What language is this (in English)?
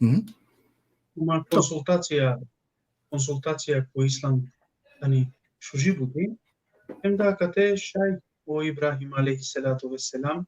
Balkan Romani